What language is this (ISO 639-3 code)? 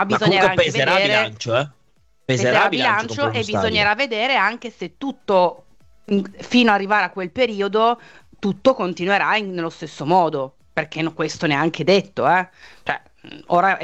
ita